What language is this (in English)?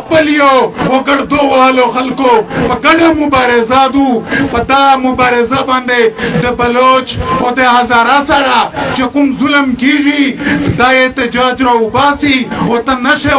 Pashto